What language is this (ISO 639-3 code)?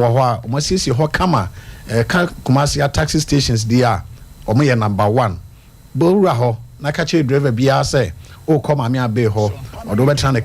aka